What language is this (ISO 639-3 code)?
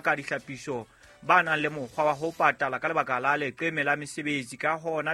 sot